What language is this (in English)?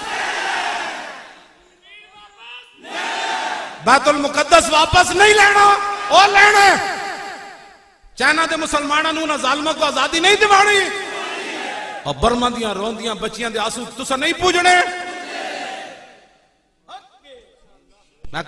Western Panjabi